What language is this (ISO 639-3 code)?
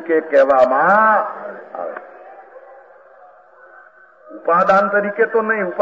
guj